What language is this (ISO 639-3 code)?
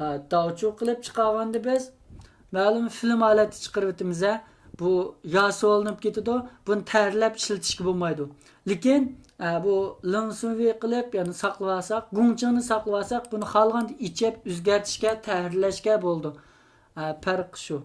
uig